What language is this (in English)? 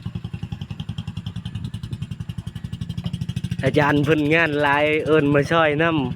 Lao